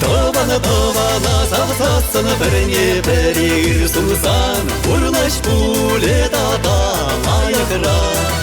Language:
Chuvash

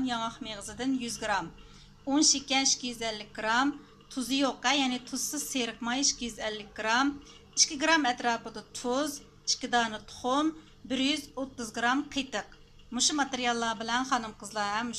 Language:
Uyghur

